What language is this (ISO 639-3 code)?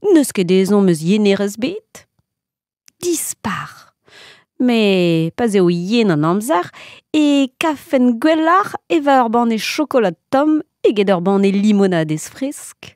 bre